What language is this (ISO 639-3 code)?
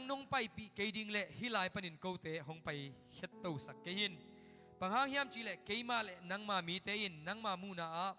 ctd